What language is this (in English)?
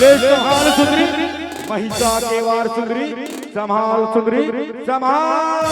Chhattisgarhi